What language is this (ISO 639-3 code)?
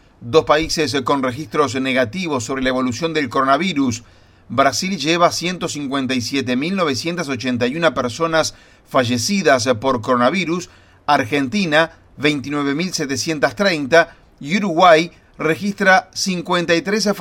spa